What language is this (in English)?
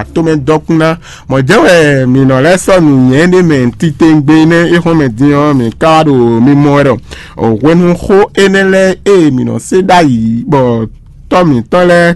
Fon